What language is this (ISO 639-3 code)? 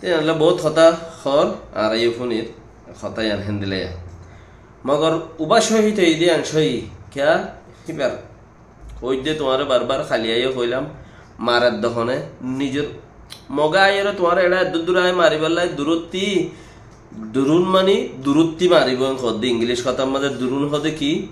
rhg